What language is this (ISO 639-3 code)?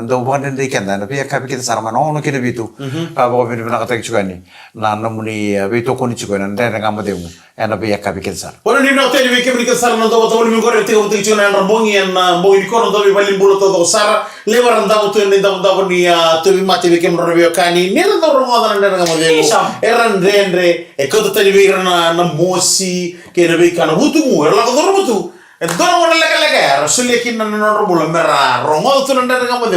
fij